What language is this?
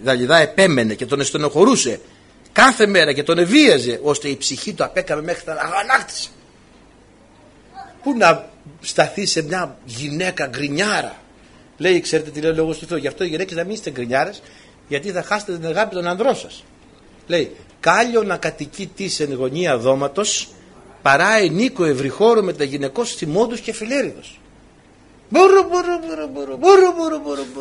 Greek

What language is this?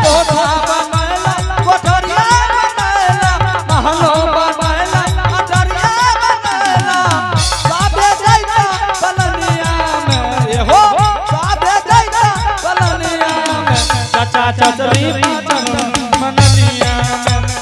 Angika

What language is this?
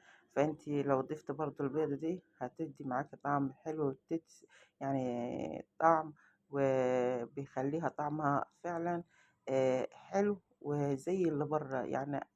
Egyptian Arabic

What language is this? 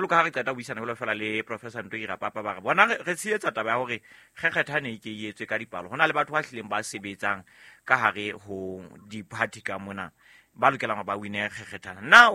Southern Sotho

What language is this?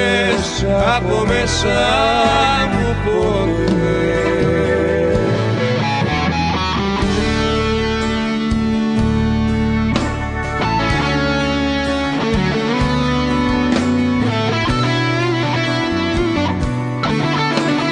Greek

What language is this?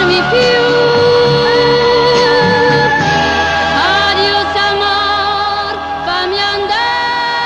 Italian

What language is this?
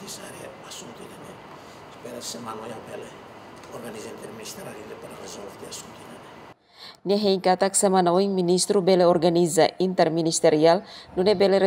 Tetum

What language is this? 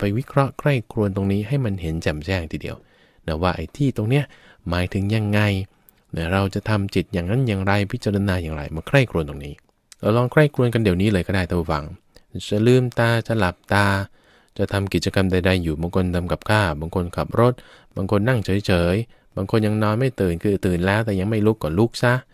Thai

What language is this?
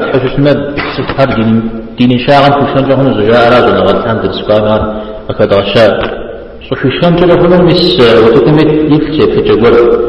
Kabardian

